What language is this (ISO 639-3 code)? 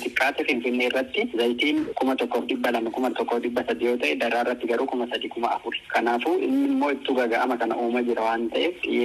orm